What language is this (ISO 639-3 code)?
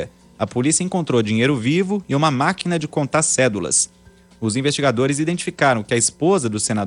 por